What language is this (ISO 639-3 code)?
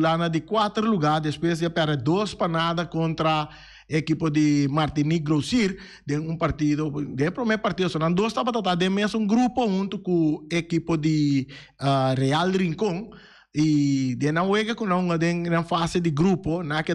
pap